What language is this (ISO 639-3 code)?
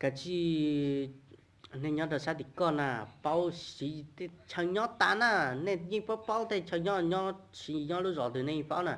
hmn